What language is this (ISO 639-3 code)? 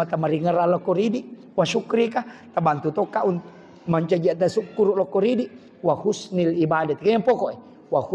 bug